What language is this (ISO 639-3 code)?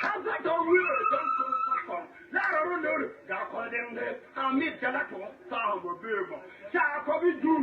nus